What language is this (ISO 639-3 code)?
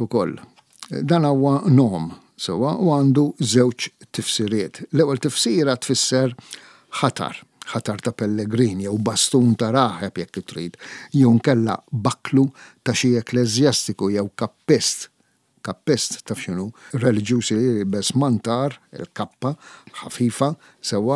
mlt